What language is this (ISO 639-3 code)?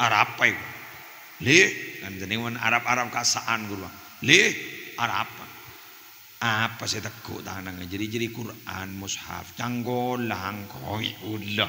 mad